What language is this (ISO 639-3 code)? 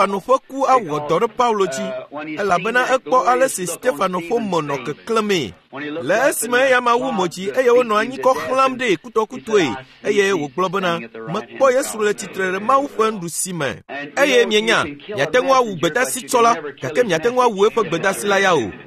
ewe